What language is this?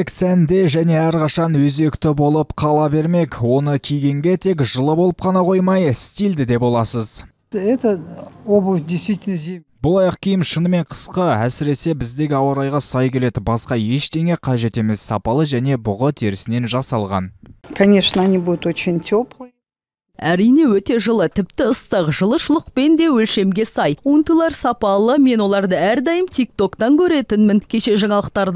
Kazakh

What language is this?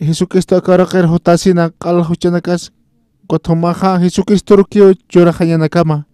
Aymara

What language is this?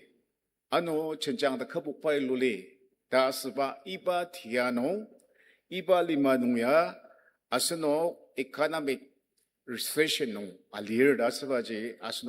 Ao Naga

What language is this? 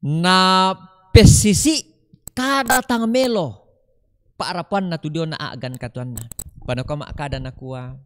Toraja-Sa'dan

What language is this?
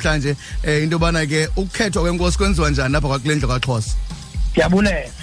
Xhosa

